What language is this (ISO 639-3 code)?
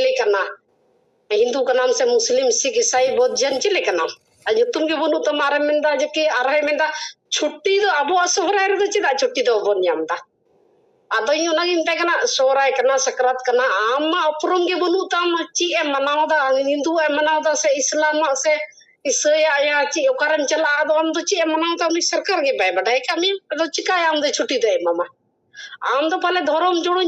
sat